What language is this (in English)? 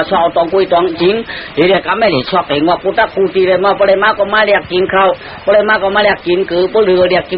Shan